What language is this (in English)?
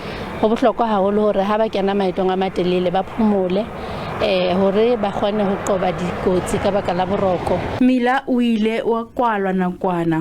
Southern Sotho